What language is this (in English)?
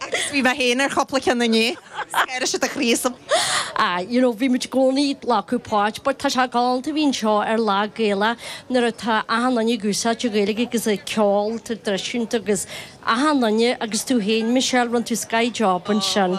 Irish